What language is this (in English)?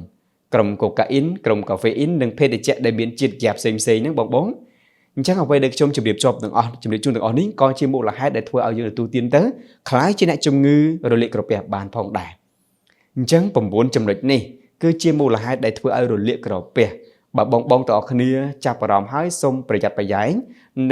Khmer